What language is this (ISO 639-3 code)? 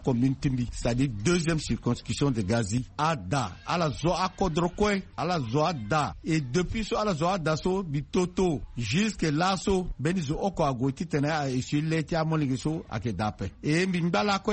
sag